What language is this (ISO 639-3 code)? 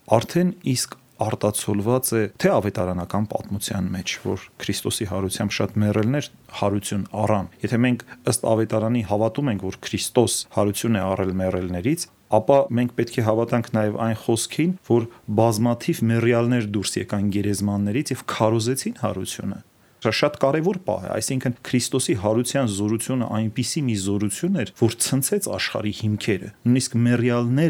hye